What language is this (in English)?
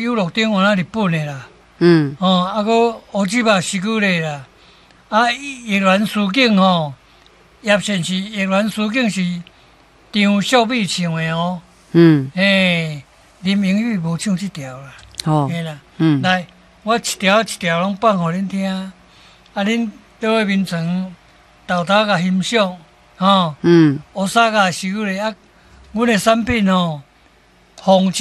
Min Nan Chinese